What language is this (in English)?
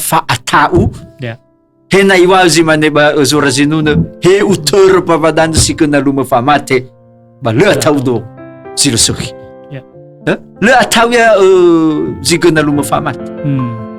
Nias